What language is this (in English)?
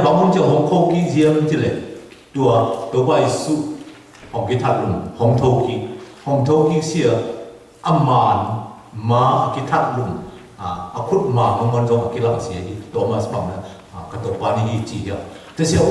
Tedim Chin